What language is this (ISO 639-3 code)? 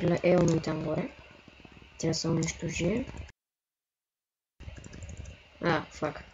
bul